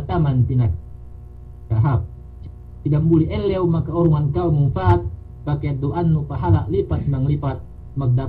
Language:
Yakan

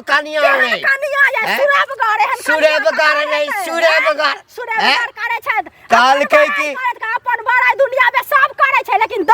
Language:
Maithili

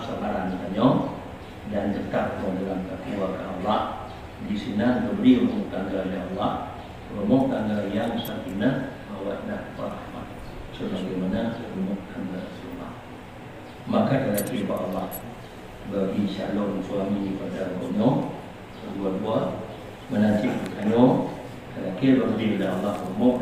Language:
Achinese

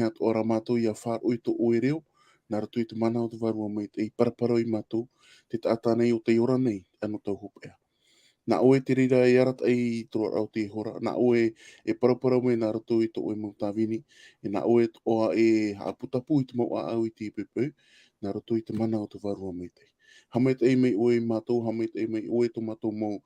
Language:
Tahitian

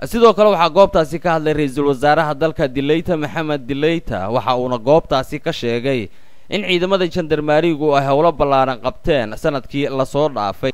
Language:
Somali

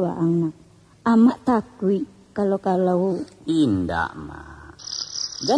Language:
Minangkabau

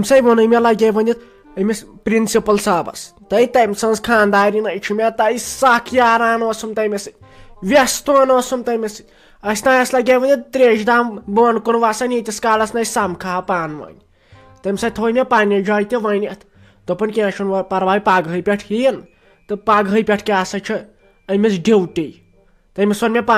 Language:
Kashmiri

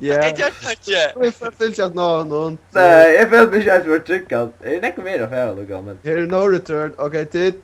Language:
Faroese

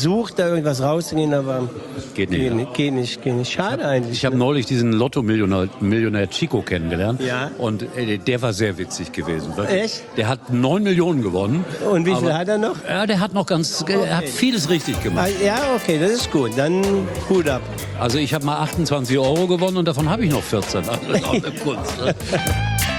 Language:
German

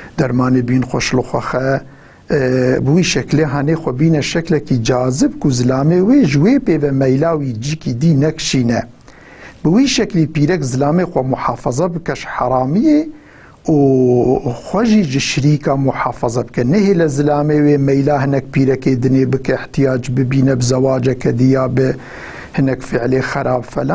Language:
Kurdish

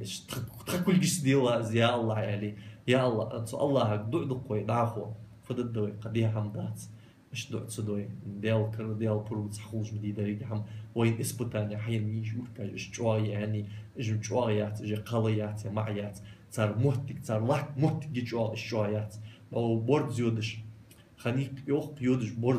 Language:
Ingush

